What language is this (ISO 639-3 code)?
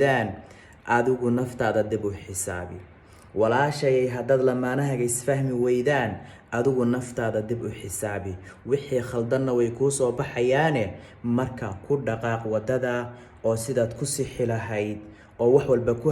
som